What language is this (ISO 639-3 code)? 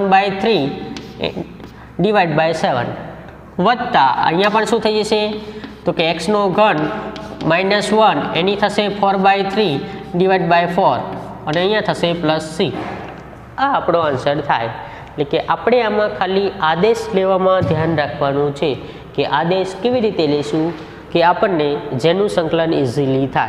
guj